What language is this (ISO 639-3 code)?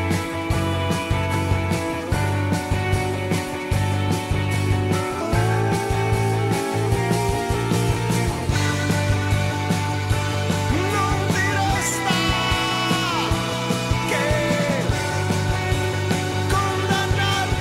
ita